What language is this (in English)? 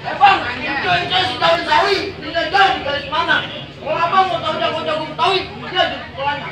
Betawi